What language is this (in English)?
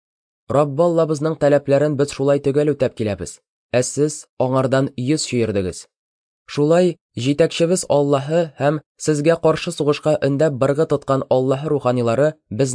Tatar